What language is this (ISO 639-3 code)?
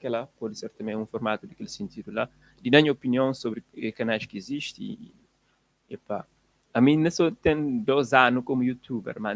kea